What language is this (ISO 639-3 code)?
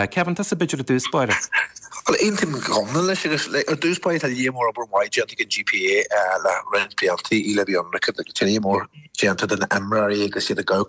gle